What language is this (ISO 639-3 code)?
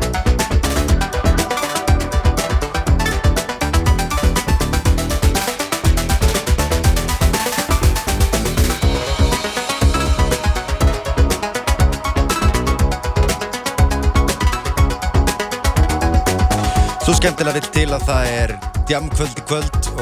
isl